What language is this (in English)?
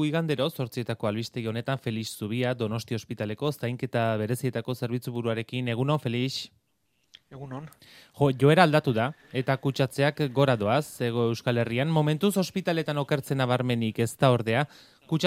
Basque